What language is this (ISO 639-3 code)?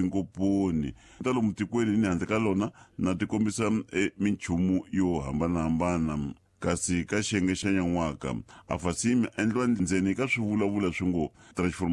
tso